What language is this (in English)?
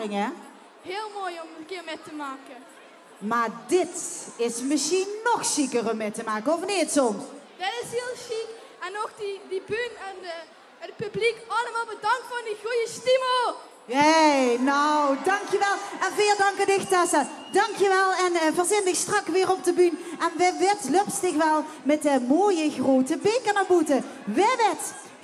Limburgish